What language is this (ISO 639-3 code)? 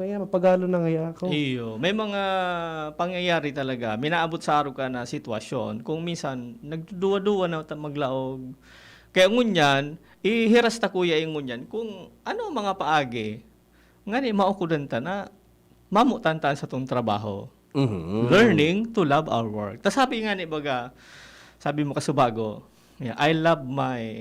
bik